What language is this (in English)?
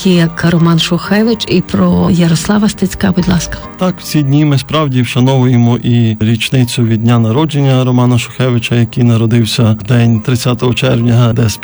Ukrainian